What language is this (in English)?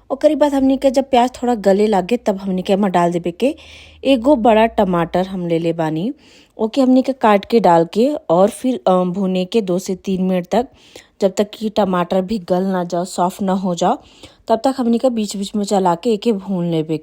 Bhojpuri